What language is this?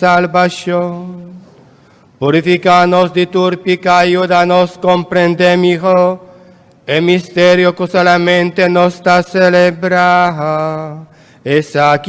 Papiamento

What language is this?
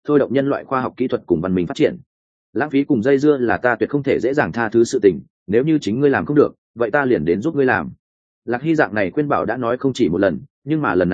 Vietnamese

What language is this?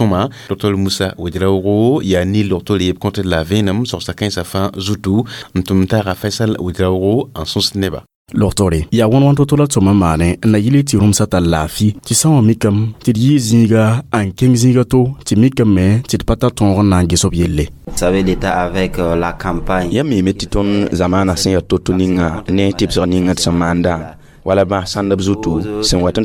Mossi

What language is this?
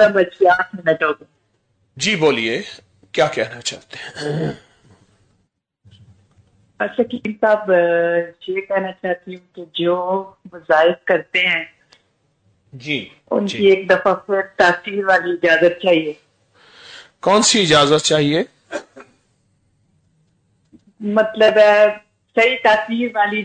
Urdu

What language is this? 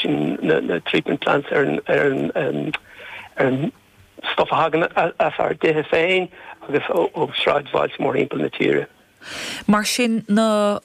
Irish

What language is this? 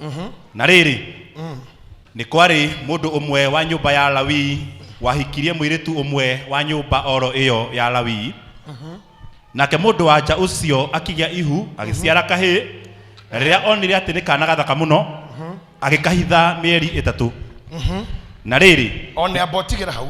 Kikuyu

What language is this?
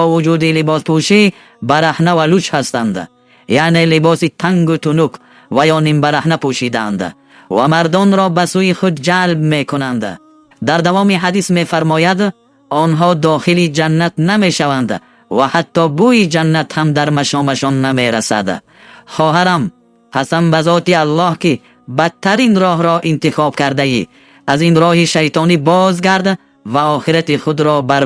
Tajik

